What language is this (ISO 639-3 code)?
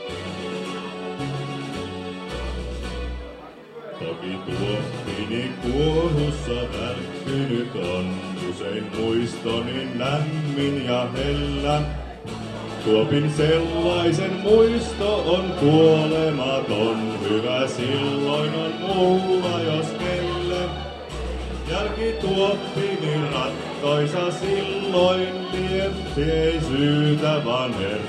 fin